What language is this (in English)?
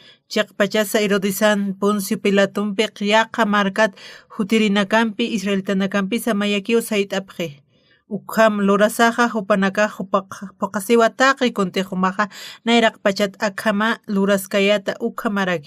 Aymara